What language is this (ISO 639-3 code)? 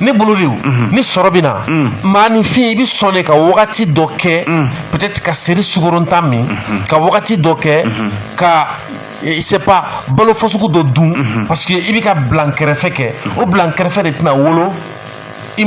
bam